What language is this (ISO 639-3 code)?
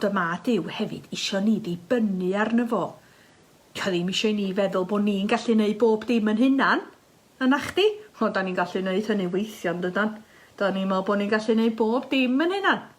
cym